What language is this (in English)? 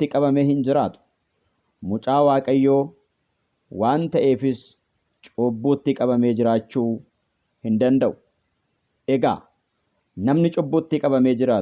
Oromo